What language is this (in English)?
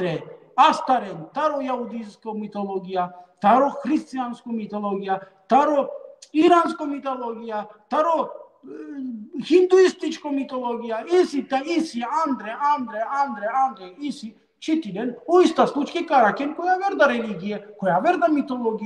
Balkan Romani